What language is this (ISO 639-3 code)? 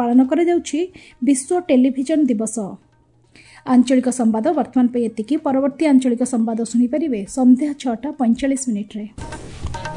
ori